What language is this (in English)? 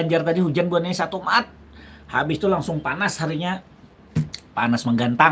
Banjar